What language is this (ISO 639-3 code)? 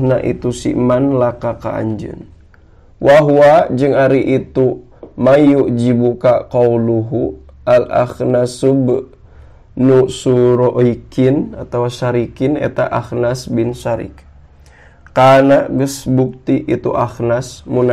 sun